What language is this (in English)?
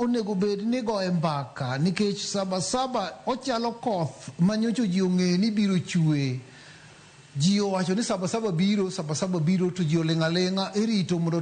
Luo (Kenya and Tanzania)